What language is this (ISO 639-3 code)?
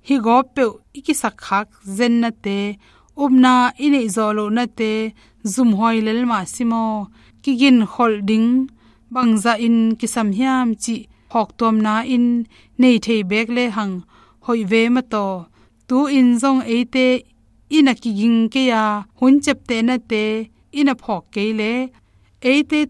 ctd